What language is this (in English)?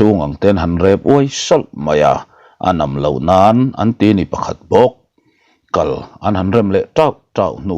Mizo